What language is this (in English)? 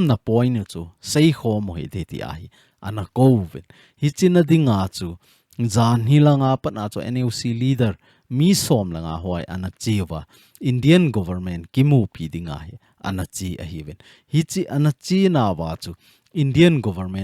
Thado Chin